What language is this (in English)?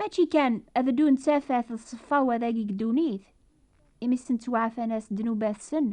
Kabyle